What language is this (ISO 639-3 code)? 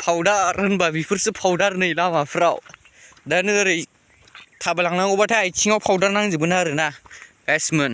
brx